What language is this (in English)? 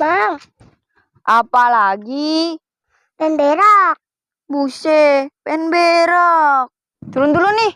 Betawi